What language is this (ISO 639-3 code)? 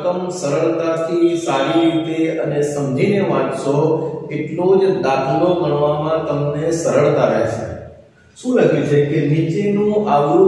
guj